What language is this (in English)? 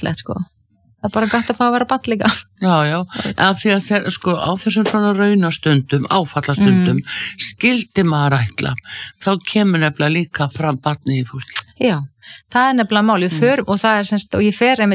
Icelandic